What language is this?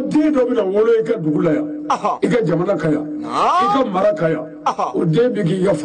Bambara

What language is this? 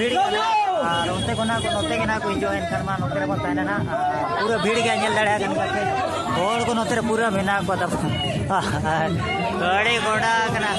Santali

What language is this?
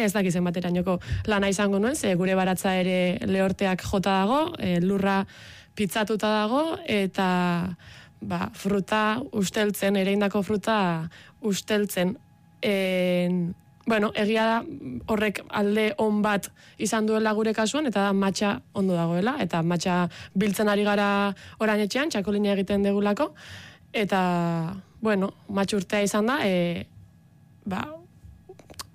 Basque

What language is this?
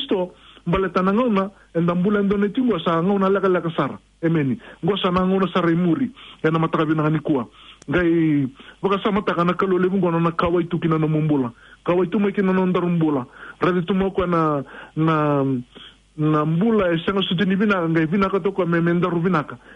Fijian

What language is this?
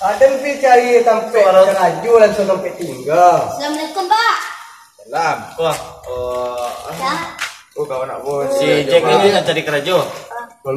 Minangkabau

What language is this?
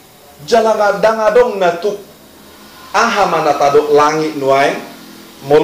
Batak Toba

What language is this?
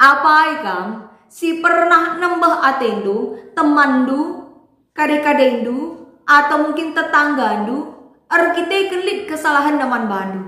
Batak Karo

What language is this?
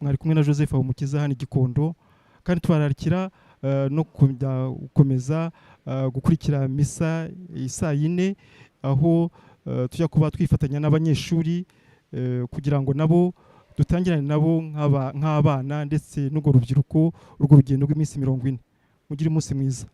Kinyarwanda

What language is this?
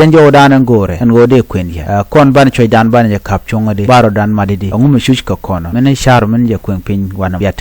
Nuer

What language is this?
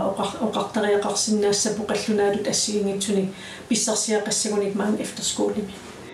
Kalaallisut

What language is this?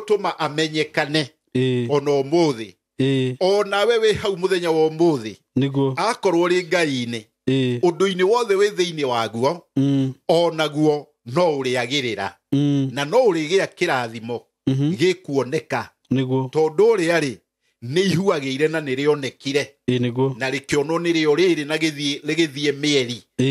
Kikuyu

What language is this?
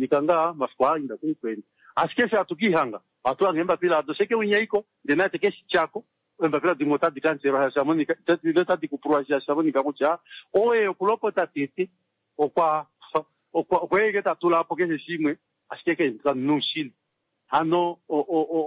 Kuanyama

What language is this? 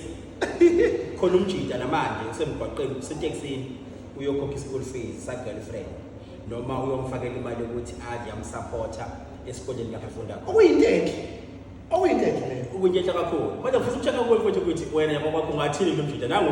Zulu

